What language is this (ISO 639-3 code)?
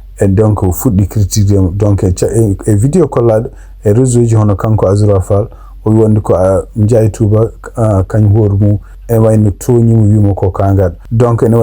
ful